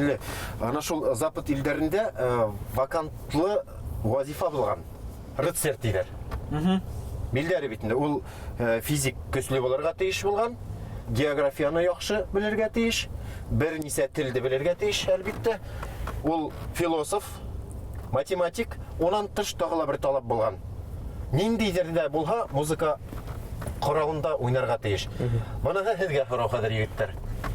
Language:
Bashkir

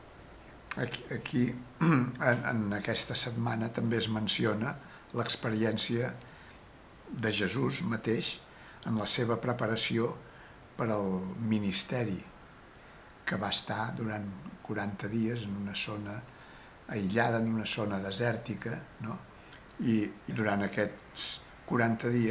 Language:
Catalan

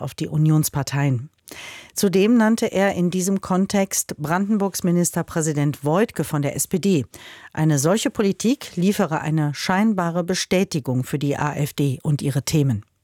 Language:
German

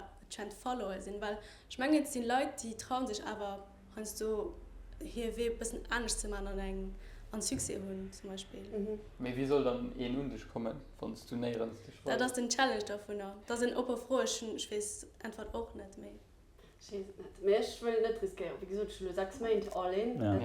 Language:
Luxembourgish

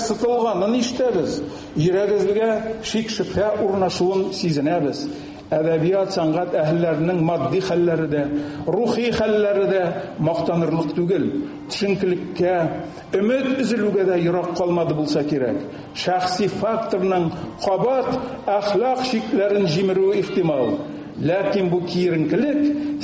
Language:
Tatar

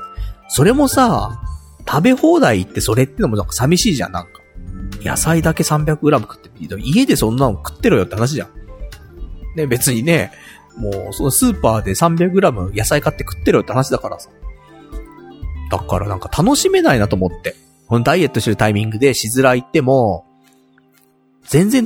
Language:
Japanese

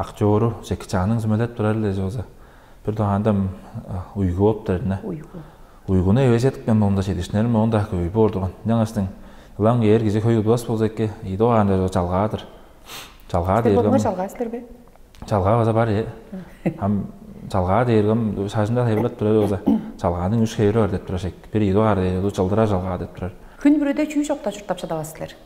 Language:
Tuvinian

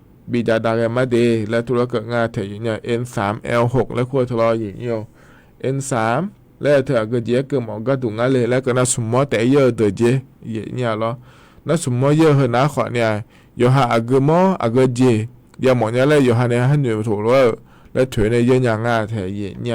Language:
Akha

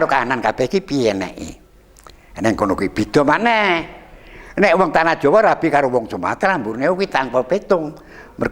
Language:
Javanese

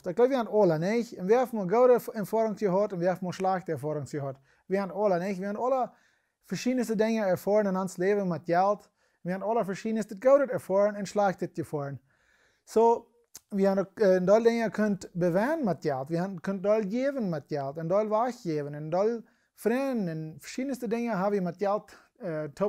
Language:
Plautdietsch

